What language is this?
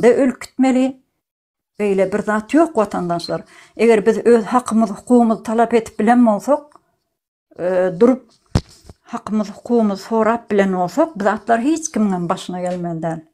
Turkmen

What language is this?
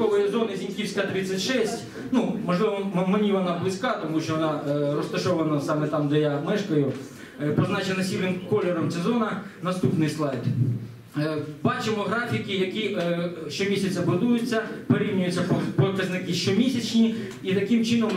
Ukrainian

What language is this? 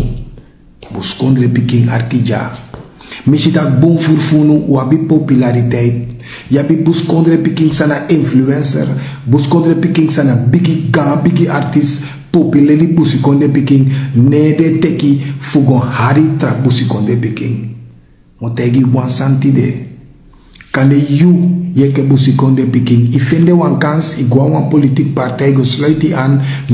Sranan Tongo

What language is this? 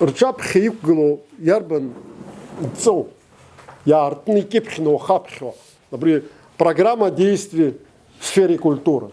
Abkhazian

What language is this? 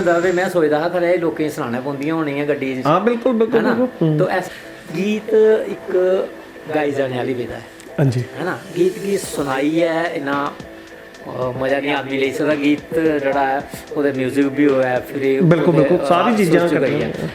Dogri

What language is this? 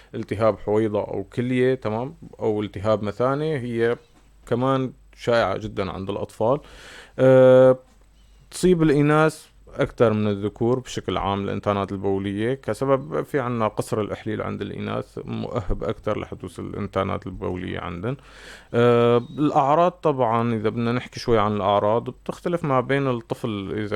North Levantine Arabic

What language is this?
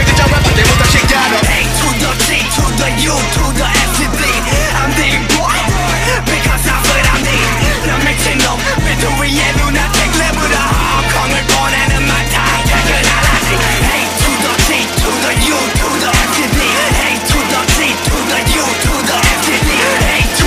Korean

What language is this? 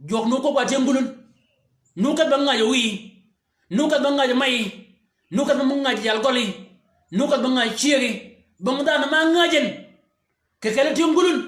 Shilluk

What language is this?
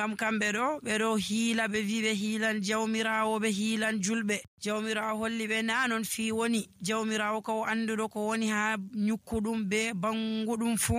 Nigerian Fulfulde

